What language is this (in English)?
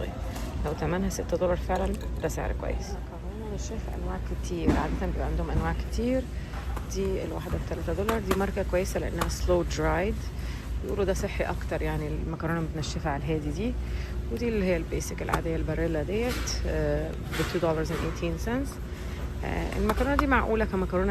Egyptian Arabic